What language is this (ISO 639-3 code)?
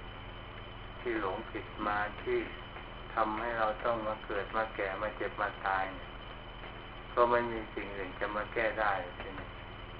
tha